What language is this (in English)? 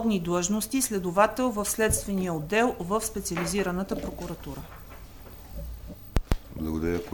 Bulgarian